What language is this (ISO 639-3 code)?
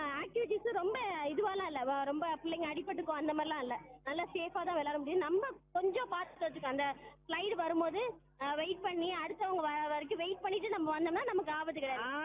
tam